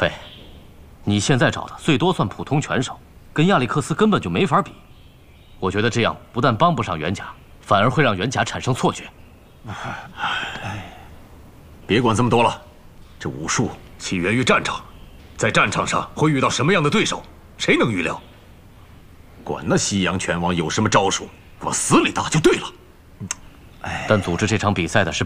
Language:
Chinese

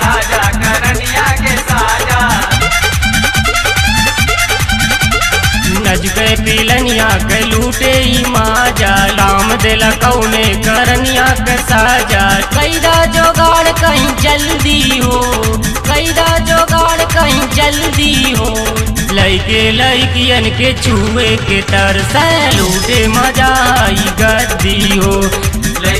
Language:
Bhojpuri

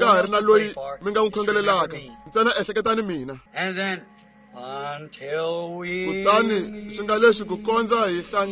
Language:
Tsonga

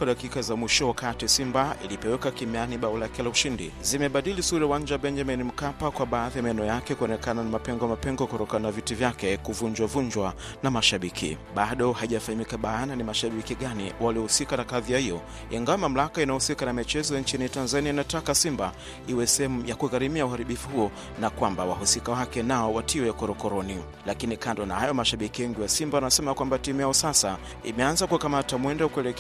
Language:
Swahili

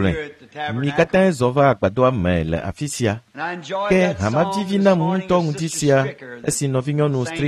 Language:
Ewe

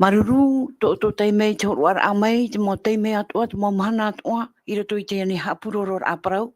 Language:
Tahitian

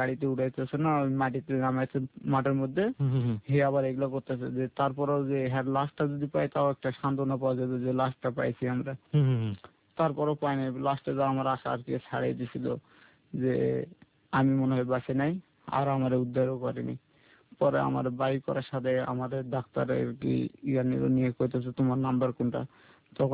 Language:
Bangla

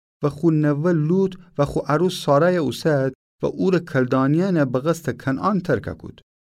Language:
Gilaki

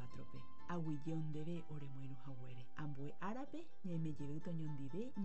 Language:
Guarani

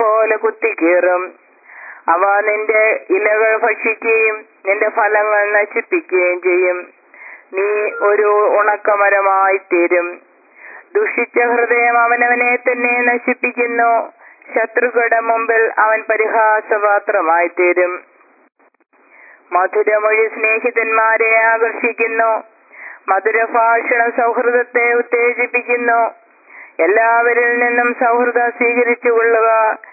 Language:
Malayalam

